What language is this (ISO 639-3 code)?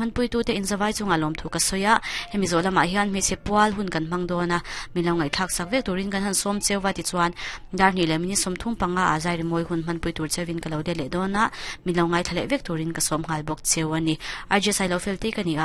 lus